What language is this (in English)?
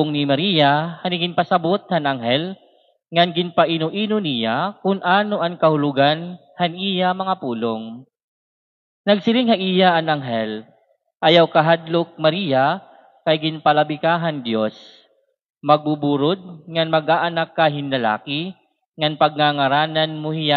Waray